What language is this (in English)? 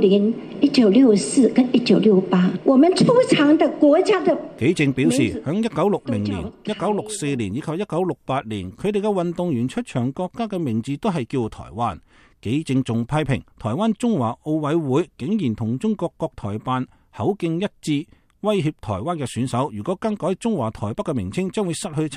Cantonese